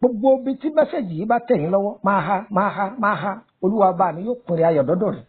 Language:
Yoruba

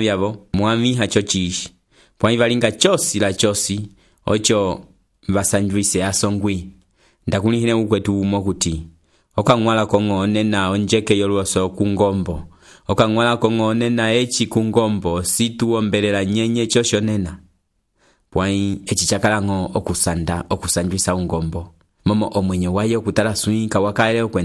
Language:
Umbundu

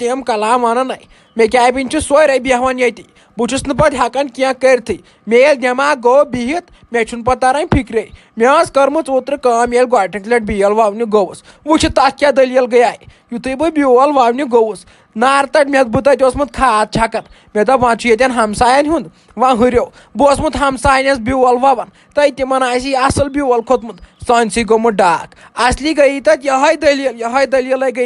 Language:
Kashmiri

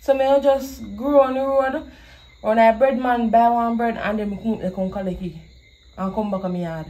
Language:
Jamaican Creole English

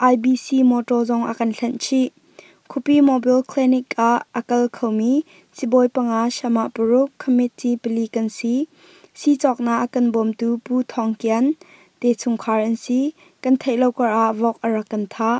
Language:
Hakha Chin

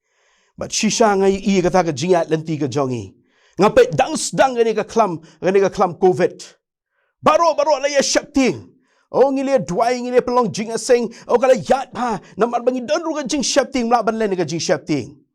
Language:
Khasi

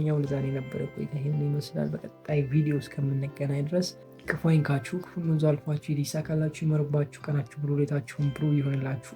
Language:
Amharic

